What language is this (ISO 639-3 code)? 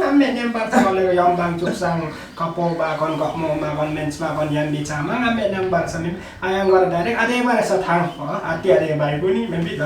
lif